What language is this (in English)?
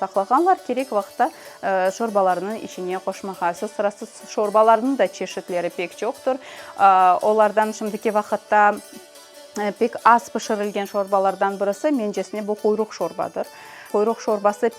Crimean Tatar